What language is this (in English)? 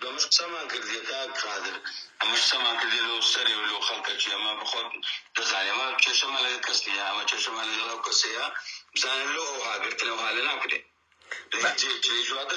Central Kurdish